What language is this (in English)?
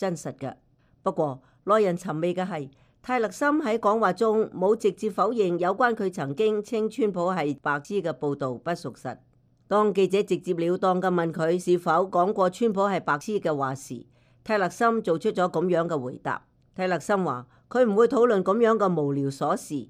Cantonese